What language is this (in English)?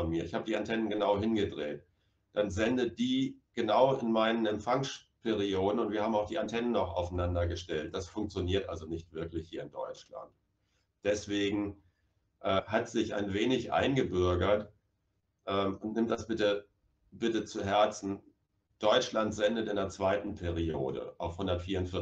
German